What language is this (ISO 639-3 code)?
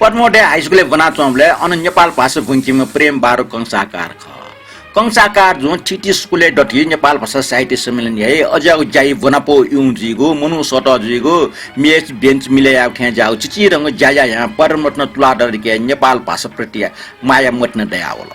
new